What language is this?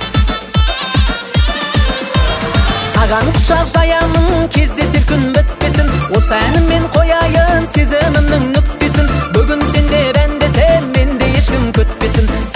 Kazakh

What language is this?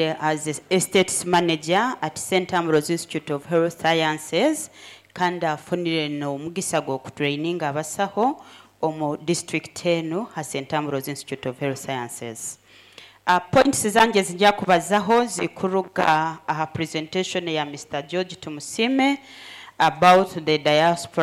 Nyoro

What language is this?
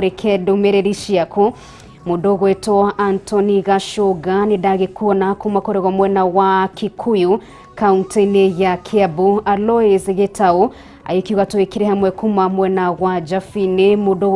Kikuyu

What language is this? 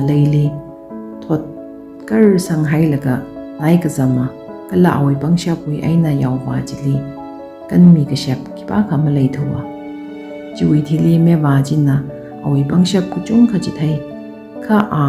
Tangkhul Naga (India)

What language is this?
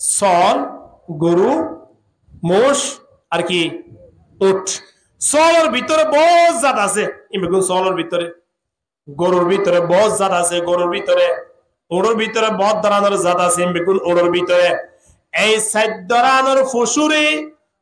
Rohingya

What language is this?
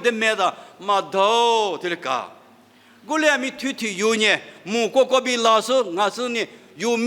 Lisu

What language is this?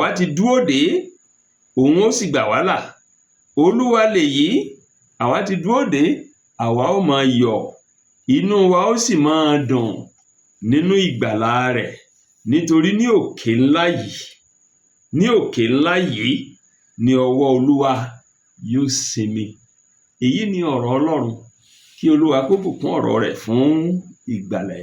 Yoruba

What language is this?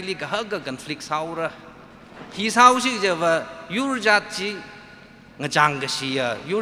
Tangkhul Naga (India)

